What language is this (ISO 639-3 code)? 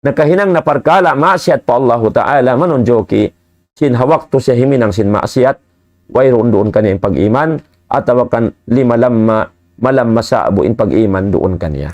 tsg